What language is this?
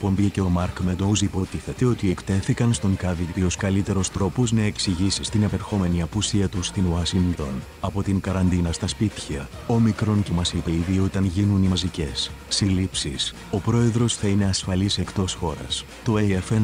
Greek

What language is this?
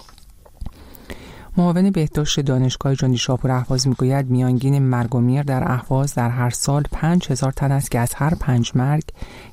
Persian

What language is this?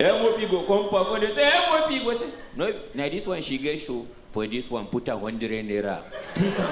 Nigerian Pidgin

